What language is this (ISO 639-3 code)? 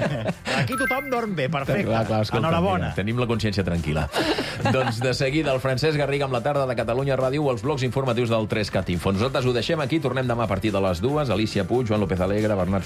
cat